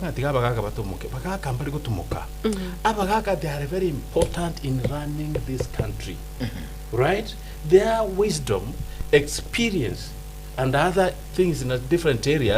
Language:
Gusii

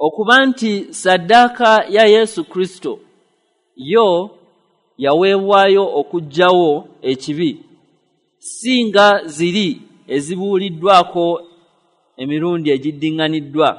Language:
Ganda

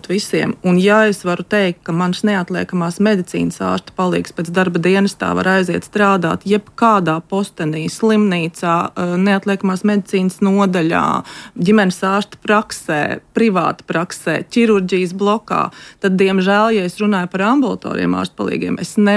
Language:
Latvian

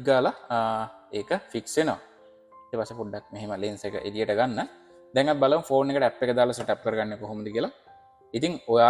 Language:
Sinhala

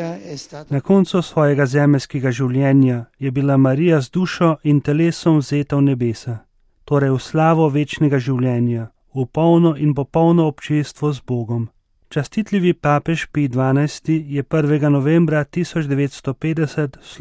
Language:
Slovenian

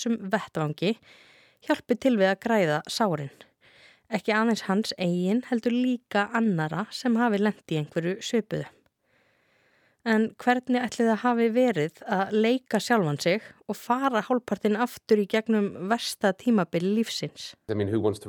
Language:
Icelandic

